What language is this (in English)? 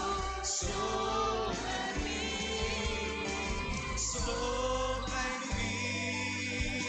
Spanish